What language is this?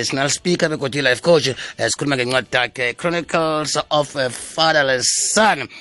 South Ndebele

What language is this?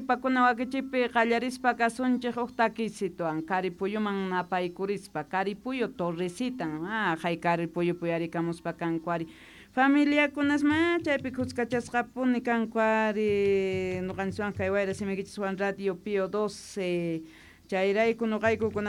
Quechua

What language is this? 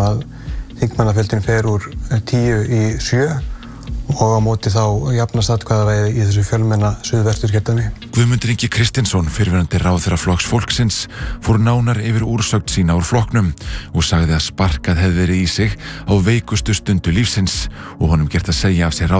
Icelandic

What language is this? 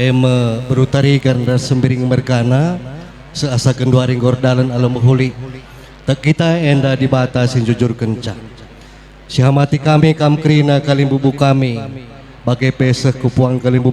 Batak Karo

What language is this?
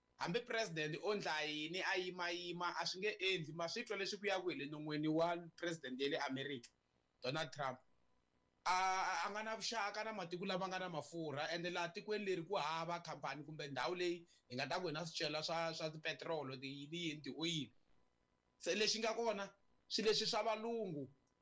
Tsonga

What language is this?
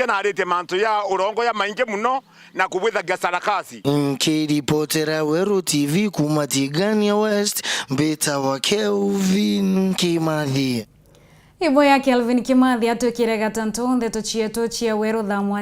Meru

